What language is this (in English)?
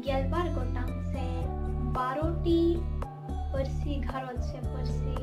Santali